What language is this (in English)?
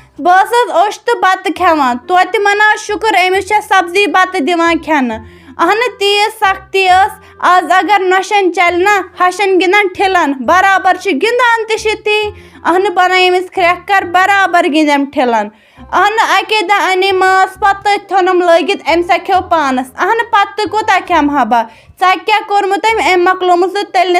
Kashmiri